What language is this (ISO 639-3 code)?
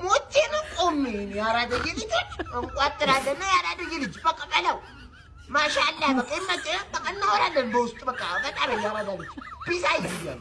amh